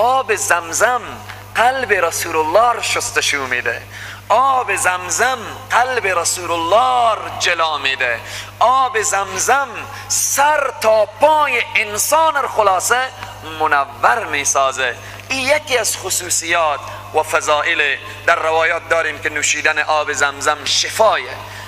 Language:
Persian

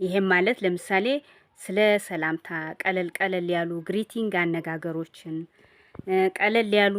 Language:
Amharic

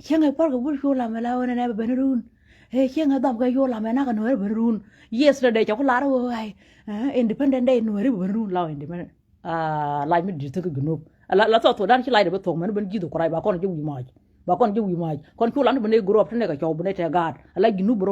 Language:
Nuer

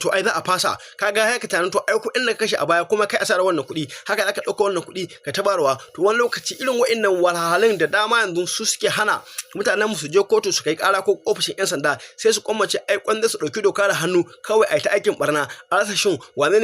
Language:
Hausa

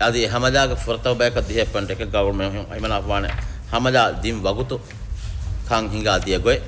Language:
Divehi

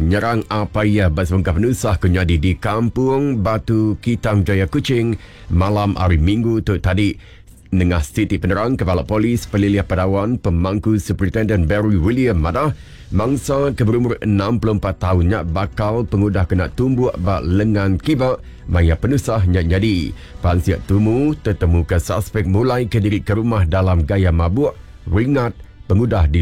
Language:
Iban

